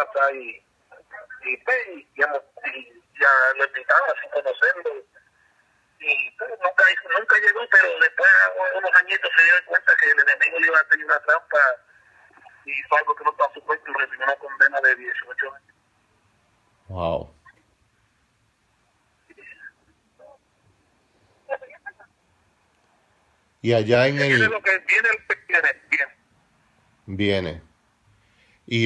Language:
Spanish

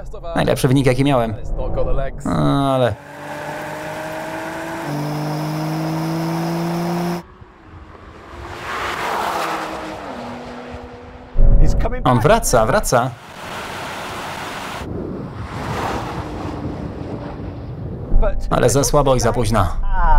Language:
Polish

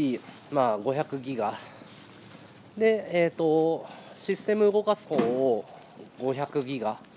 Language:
Japanese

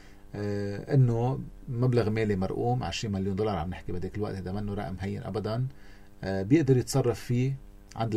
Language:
North Levantine Arabic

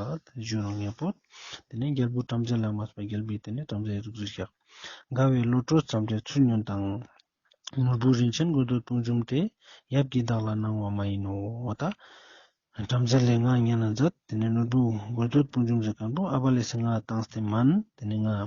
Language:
Ladakhi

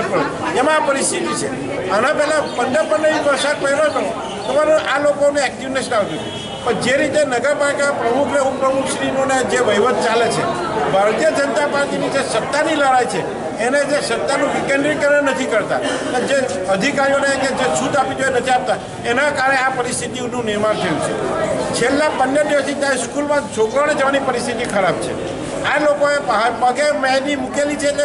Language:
Gujarati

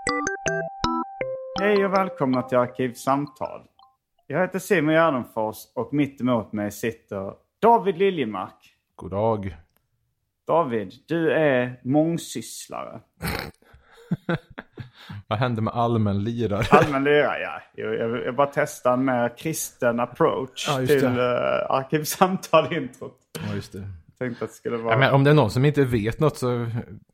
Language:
Swedish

